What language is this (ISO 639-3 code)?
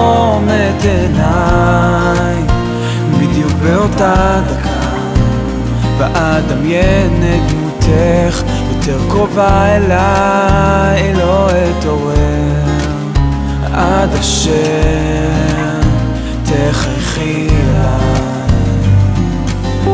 heb